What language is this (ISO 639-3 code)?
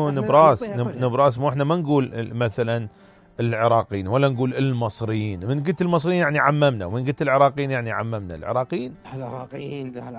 acm